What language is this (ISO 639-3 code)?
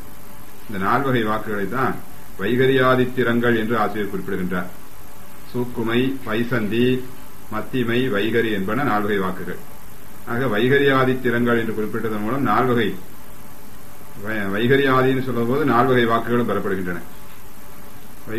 tam